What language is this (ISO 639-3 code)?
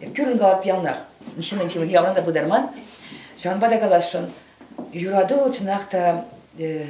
chv